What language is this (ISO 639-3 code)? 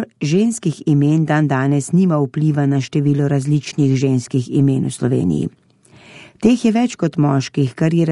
slv